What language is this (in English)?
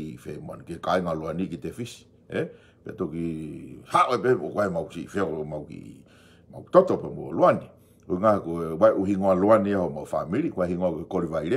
Tongan